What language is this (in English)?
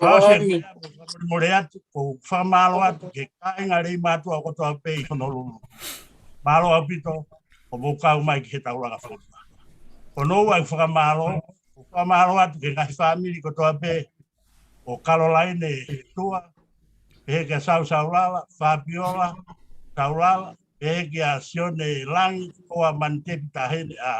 Tongan